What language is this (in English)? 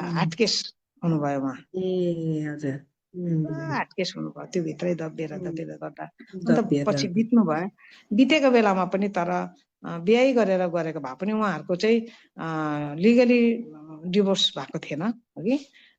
Nepali